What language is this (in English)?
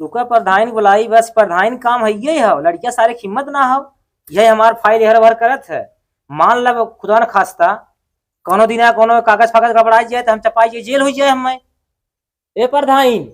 Awadhi